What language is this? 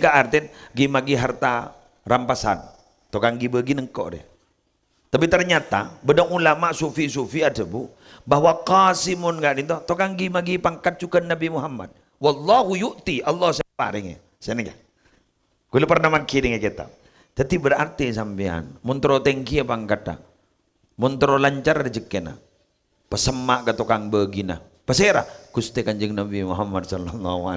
Madurese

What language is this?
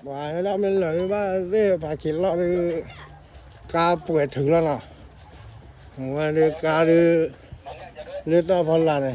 S'gaw Karen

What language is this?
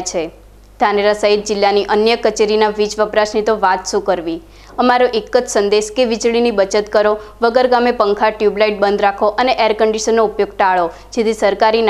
Gujarati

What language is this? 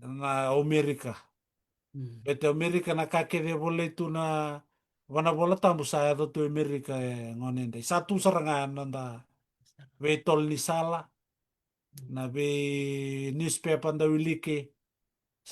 Fijian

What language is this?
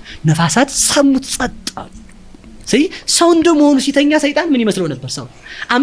Amharic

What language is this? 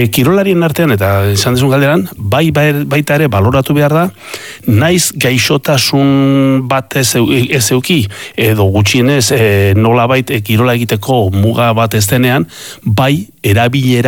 Basque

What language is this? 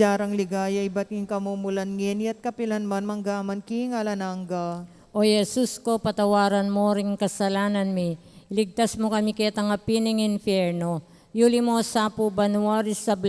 Pampanga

